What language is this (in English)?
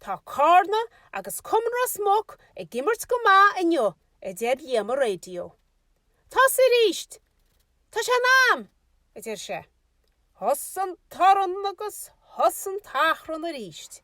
Irish